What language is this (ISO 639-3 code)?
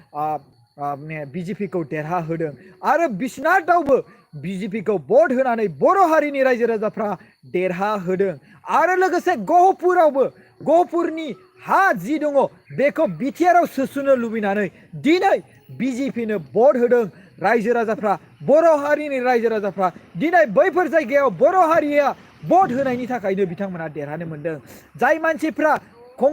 brx